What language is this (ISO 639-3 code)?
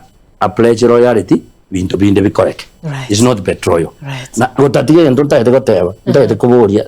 guz